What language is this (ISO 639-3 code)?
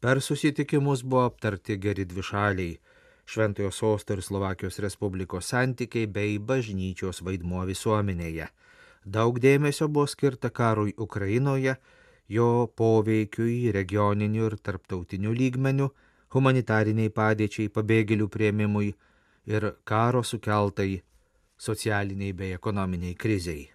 lit